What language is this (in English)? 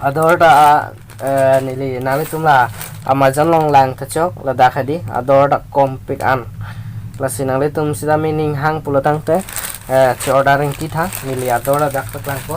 Karbi